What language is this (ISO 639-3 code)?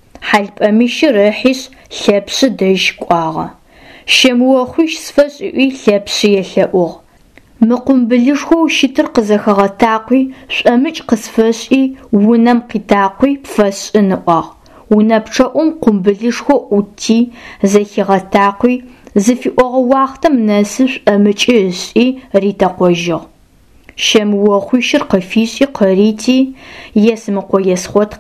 ady